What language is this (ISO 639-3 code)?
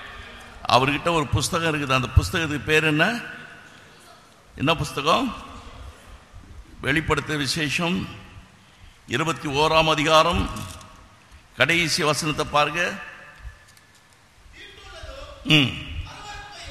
tam